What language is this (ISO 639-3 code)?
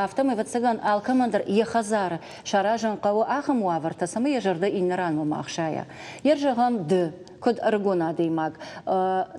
oss